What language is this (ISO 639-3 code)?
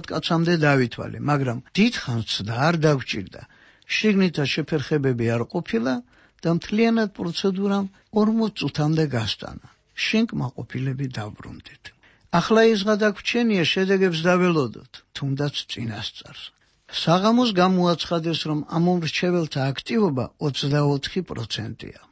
kat